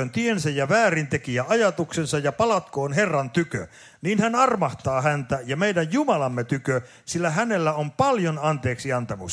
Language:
Finnish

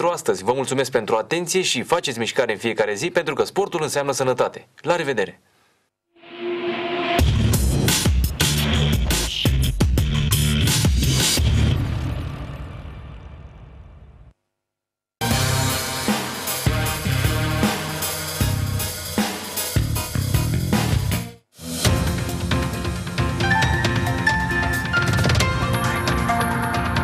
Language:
Romanian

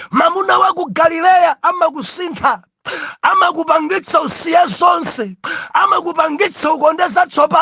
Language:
Nyanja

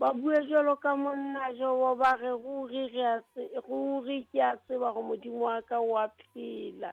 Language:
Southern Sotho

